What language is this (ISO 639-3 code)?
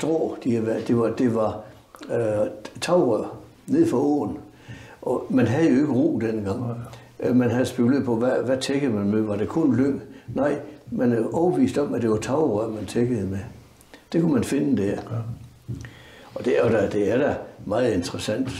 dan